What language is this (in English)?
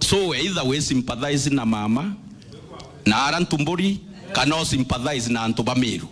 Meru